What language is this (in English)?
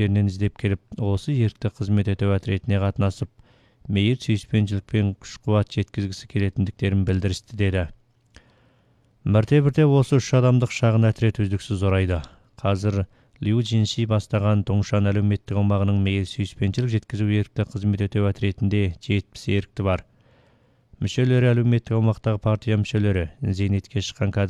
Kazakh